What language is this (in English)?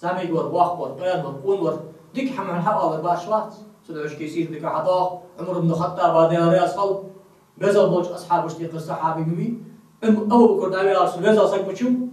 Ingush